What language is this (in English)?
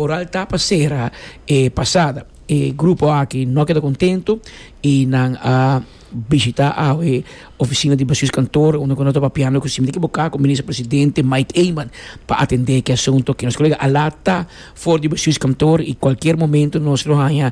Papiamento